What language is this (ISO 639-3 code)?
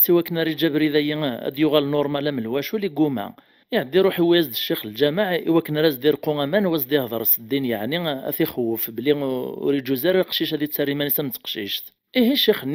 kab